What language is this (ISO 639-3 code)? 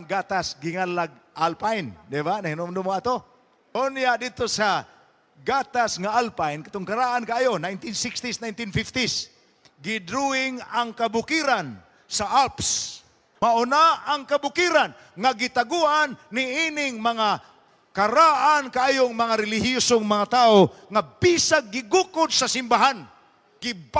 ceb